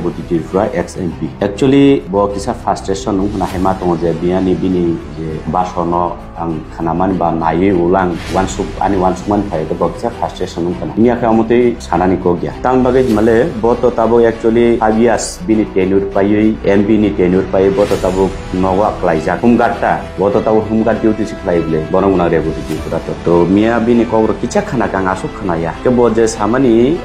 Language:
Kok Borok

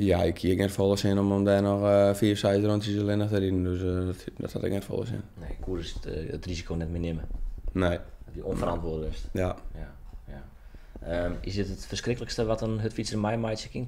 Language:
Western Frisian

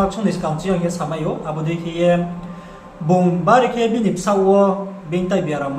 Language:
Riang (India)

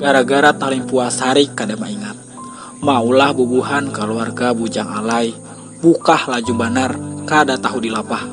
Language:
Banjar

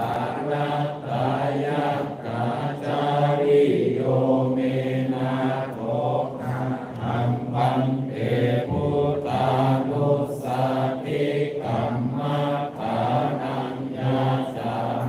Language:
Pali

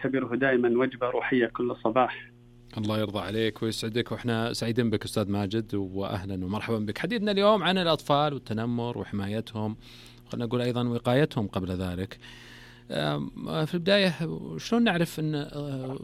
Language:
Najdi Arabic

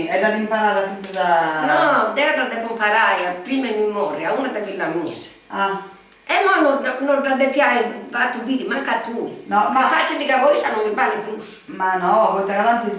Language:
Sardinian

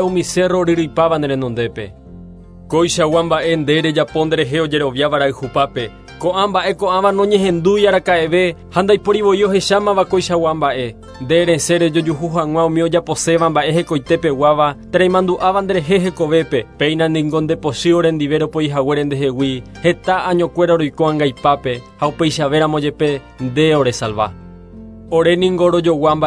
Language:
Guarani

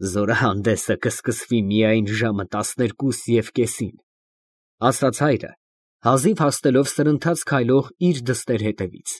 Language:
Armenian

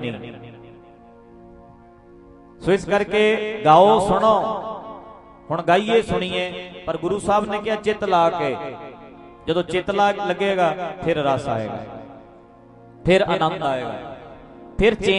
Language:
Punjabi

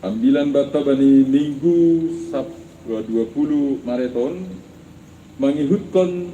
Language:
Batak Simalungun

